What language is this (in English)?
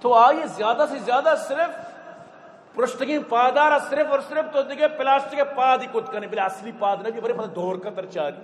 Eastern Balochi